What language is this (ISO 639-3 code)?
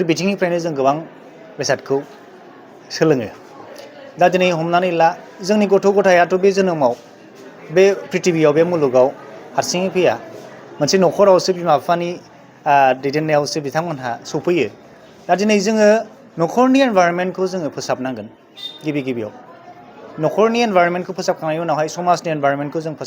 brx